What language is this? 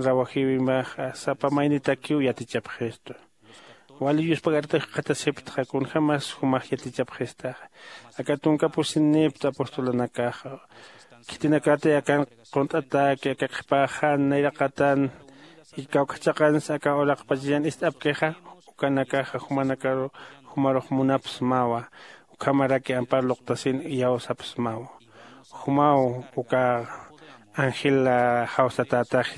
Aymara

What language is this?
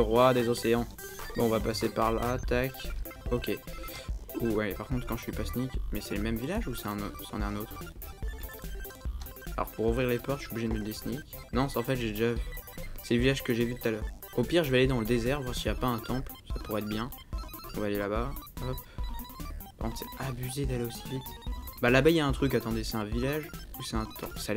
French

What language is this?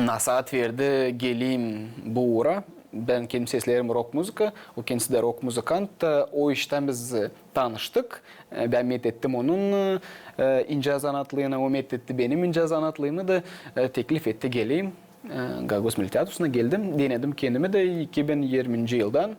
Gagauz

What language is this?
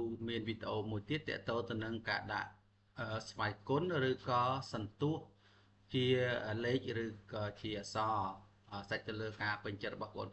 Khmer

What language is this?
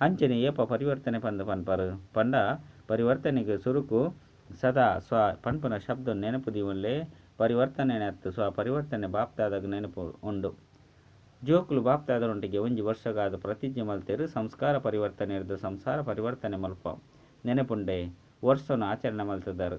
Tulu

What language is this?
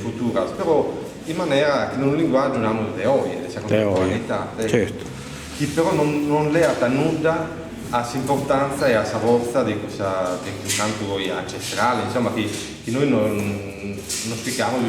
Sardinian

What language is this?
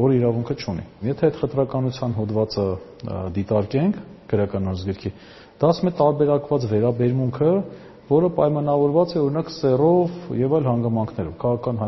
Armenian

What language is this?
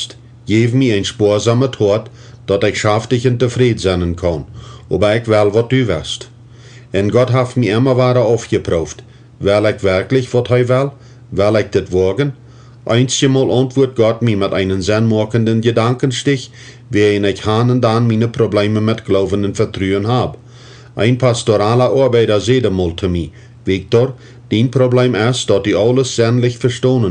Plautdietsch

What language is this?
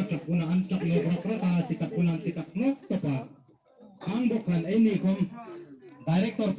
Hmar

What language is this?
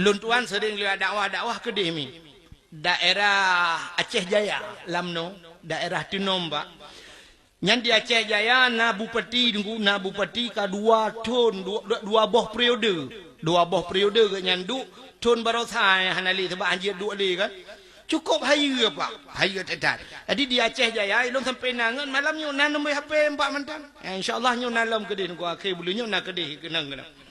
Achinese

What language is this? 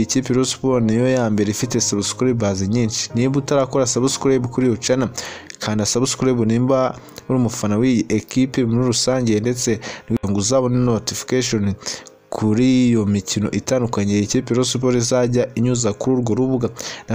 Kinyarwanda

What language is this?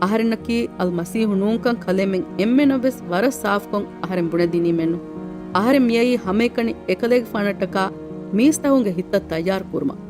Divehi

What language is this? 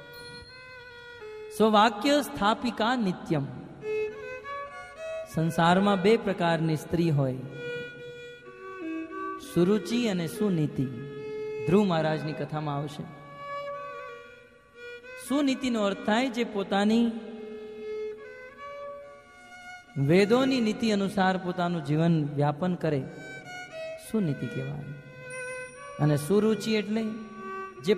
Gujarati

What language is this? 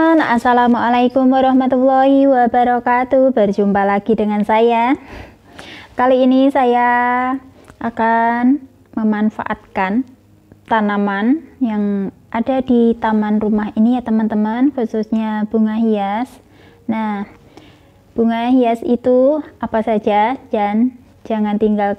Indonesian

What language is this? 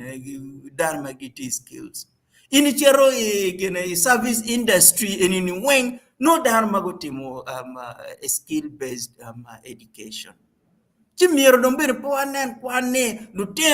Acoli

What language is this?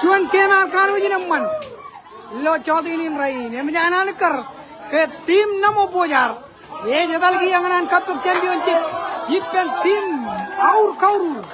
Marshallese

